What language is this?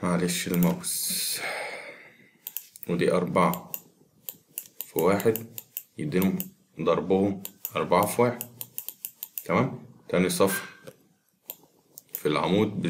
Egyptian Arabic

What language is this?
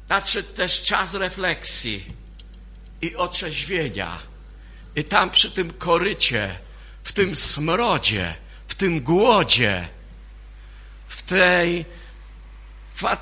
Polish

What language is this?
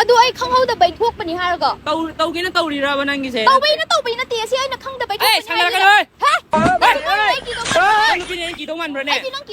Manipuri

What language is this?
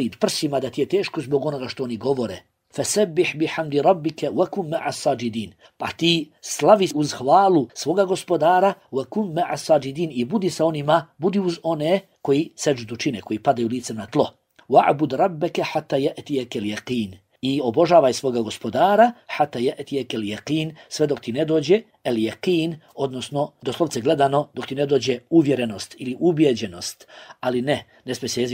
Bosnian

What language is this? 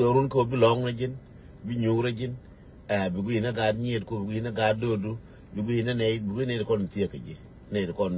Nuer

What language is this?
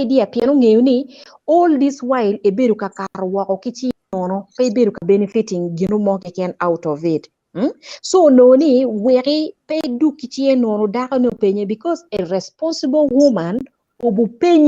Acoli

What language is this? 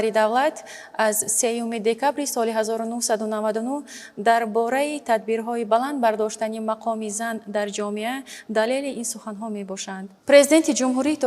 Tajik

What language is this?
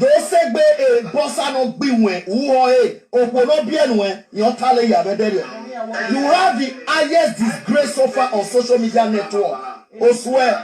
Nigerian Pidgin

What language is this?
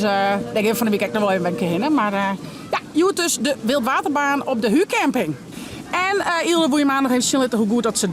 Western Frisian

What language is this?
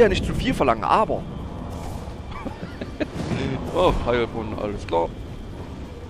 German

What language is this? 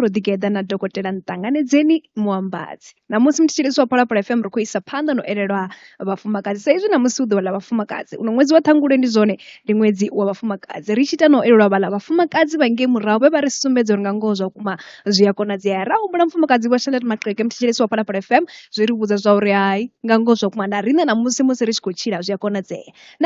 Venda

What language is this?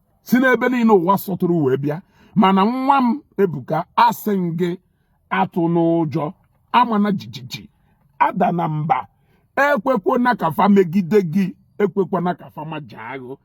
Igbo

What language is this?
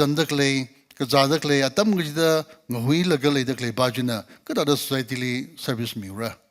Tangkhul Naga (India)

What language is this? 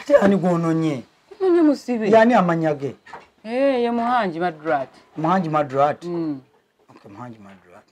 Ganda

